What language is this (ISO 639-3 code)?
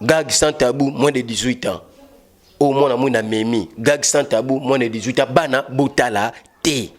lin